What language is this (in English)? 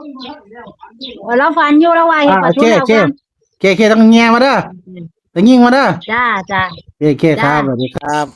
Northeastern Thai